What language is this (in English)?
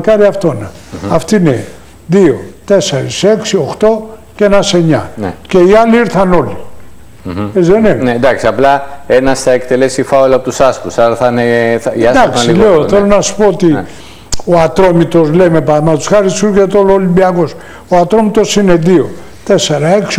Greek